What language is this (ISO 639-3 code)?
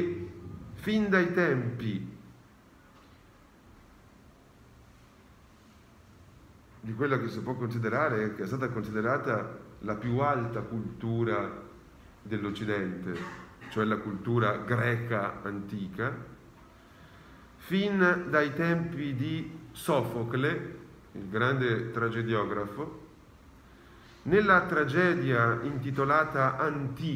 ita